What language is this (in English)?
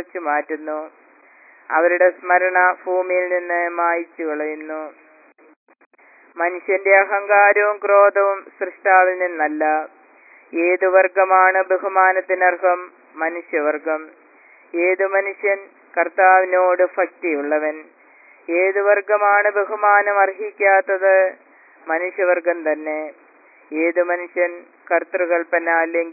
Malayalam